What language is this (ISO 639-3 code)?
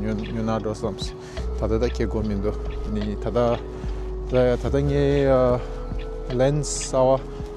bod